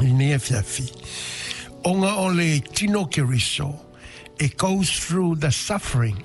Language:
Samoan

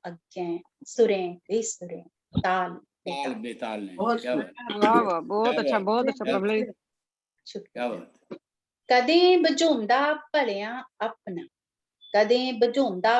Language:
Dogri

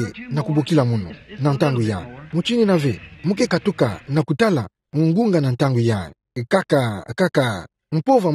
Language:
Kituba (Democratic Republic of Congo)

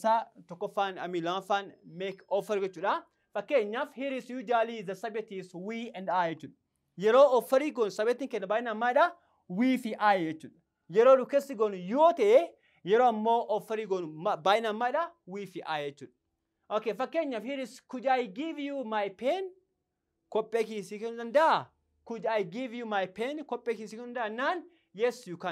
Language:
Oromo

